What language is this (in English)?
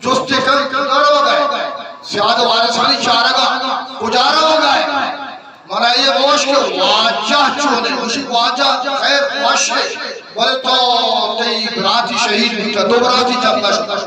Eastern Balochi